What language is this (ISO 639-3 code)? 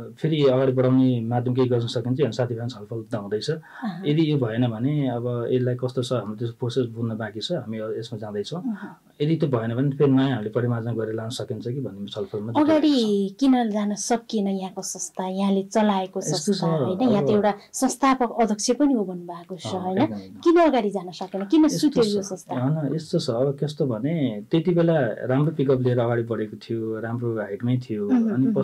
nep